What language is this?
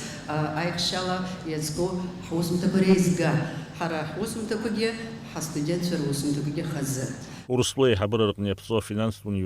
Abkhazian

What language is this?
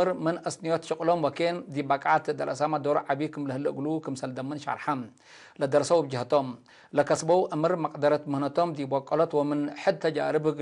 Tigre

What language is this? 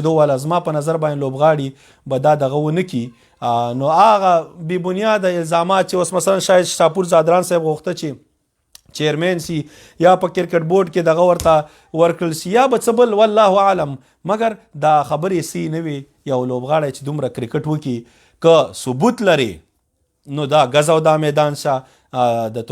Pashto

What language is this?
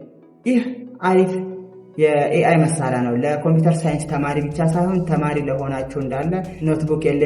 Amharic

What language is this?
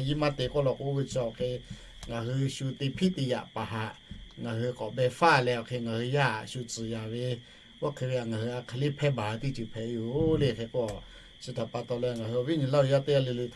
Lahu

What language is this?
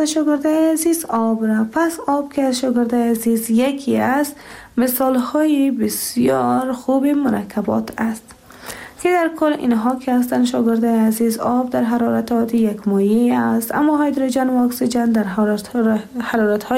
Persian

